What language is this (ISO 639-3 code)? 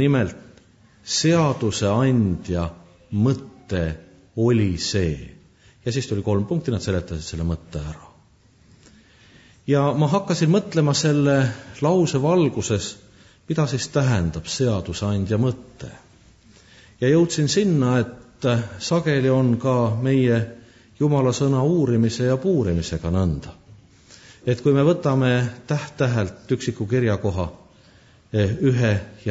est